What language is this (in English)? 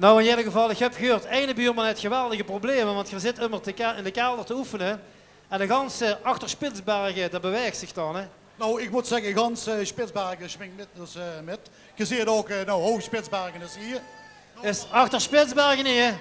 Limburgish